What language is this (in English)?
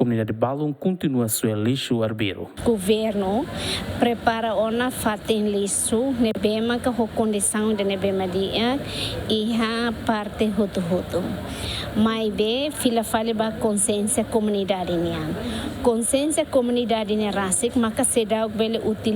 Tetum